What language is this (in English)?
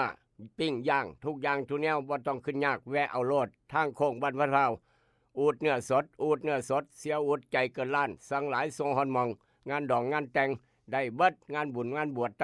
Northeastern Thai